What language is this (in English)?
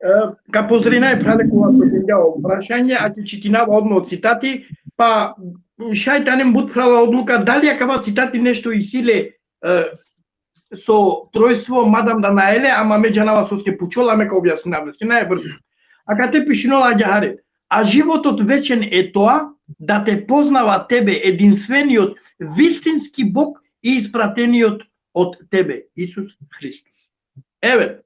Balkan Romani